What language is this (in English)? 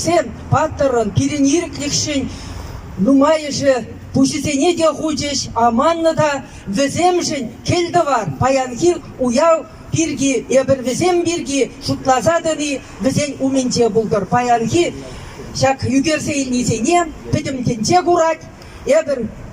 Chuvash